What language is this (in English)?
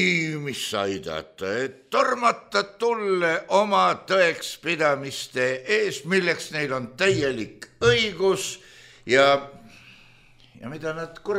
Estonian